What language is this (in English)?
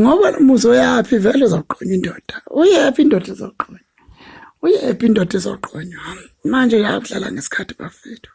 Zulu